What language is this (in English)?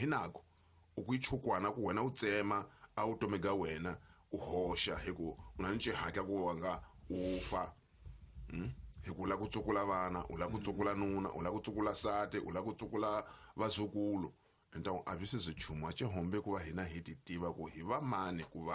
Tsonga